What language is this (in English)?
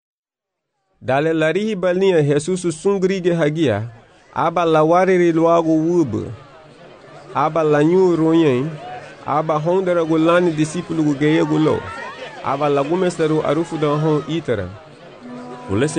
Garifuna